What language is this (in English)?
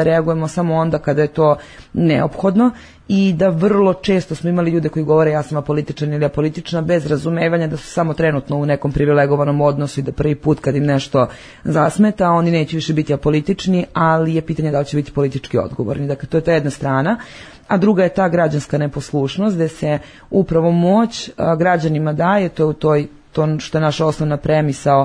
Serbian